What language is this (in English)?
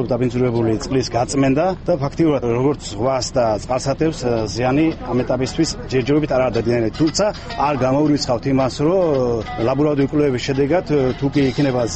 Georgian